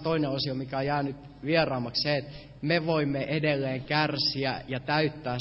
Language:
Finnish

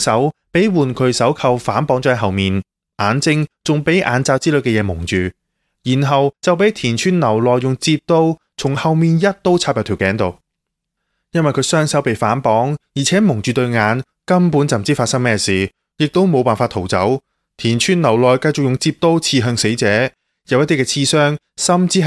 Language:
Cantonese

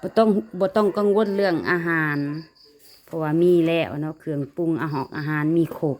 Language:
Lao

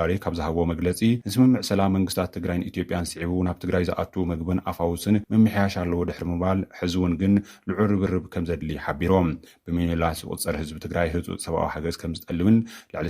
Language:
Tigrinya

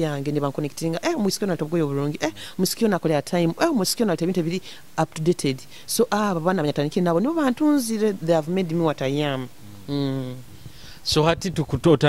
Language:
Nyoro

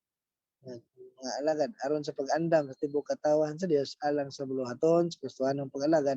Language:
Cebuano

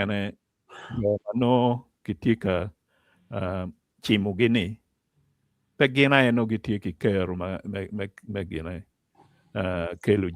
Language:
Acoli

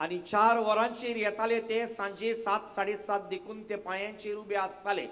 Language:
Konkani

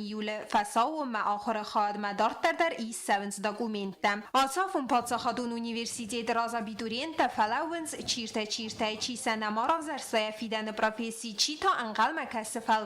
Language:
Ossetic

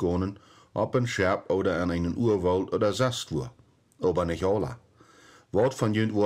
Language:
Plautdietsch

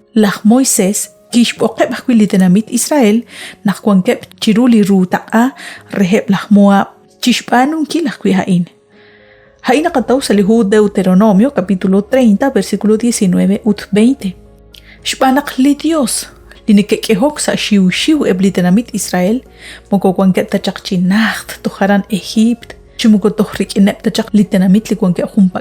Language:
Kekchí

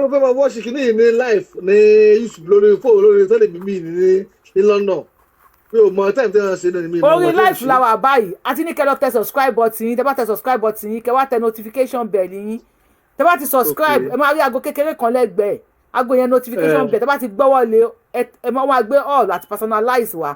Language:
Yoruba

